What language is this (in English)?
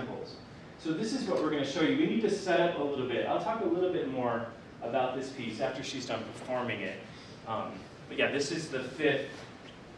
English